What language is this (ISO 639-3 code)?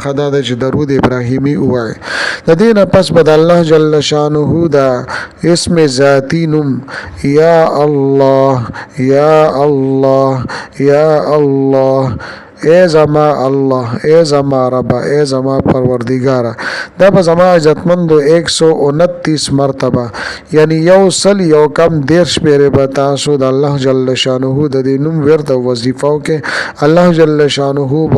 pus